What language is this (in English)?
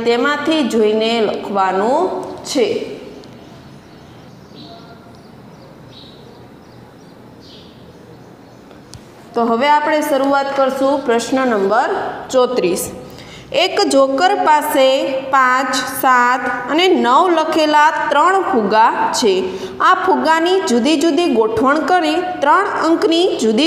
Gujarati